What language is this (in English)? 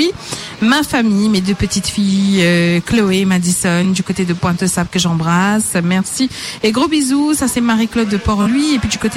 Morisyen